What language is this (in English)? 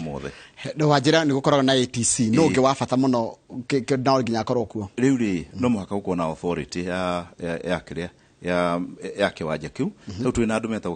Kikuyu